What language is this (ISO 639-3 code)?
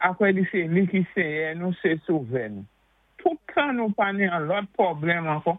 acf